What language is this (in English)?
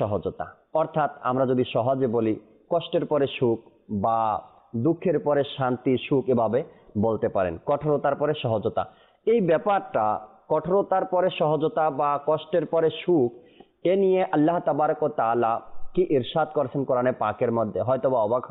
Bangla